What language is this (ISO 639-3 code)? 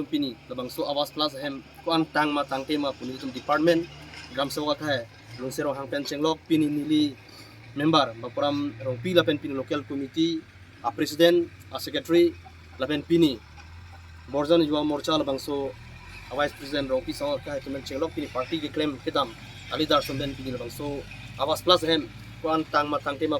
mjw